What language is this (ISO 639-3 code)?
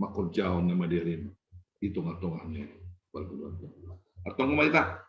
bts